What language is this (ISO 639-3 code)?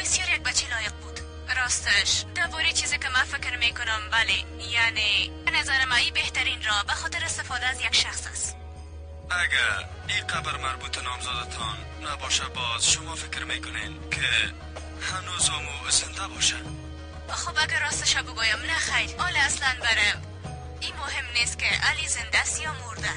fas